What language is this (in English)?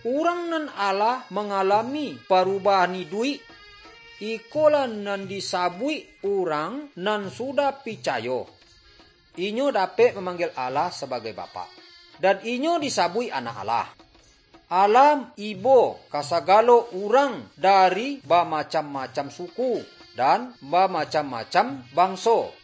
Minangkabau